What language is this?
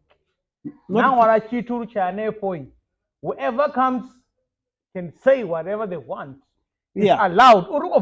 Venda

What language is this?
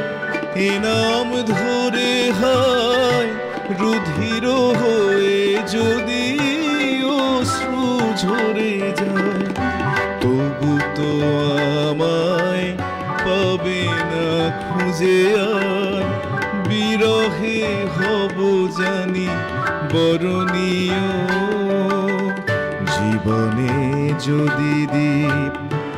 Bangla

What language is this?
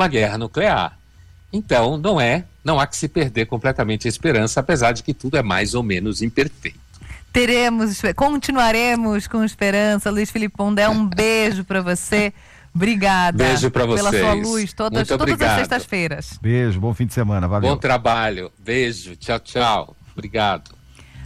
Portuguese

